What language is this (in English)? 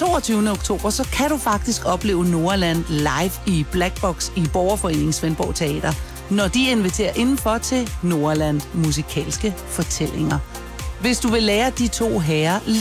Danish